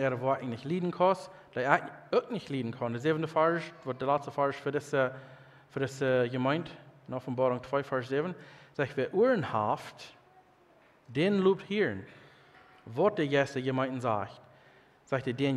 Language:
Plautdietsch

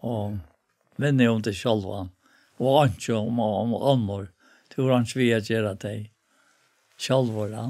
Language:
Faroese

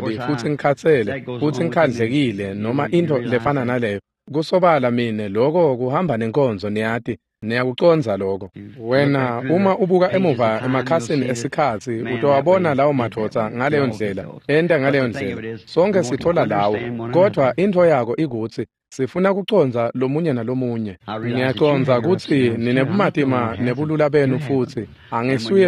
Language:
Swati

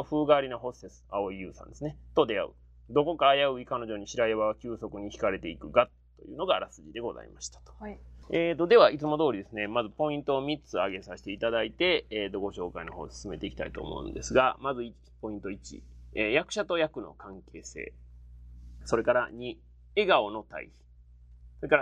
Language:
Japanese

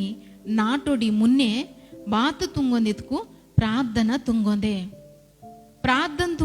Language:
Koya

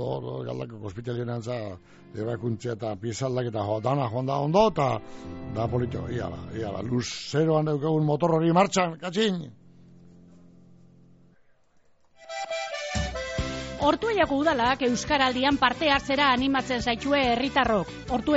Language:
Basque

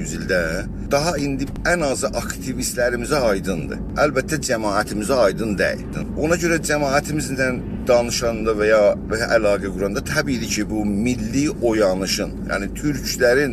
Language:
South Azerbaijani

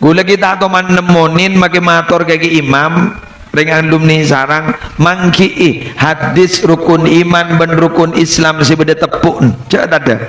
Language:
Madurese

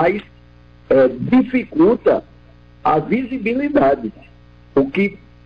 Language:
Portuguese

